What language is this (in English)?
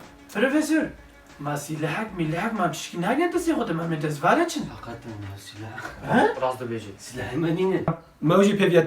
Kurdish